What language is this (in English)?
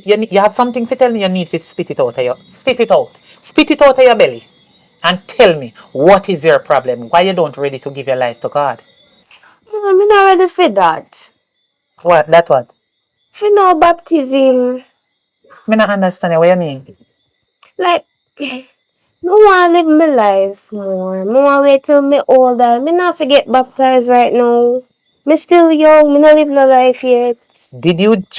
Jamaican Creole English